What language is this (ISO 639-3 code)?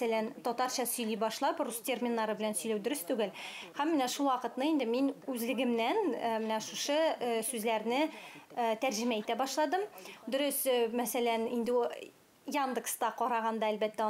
tat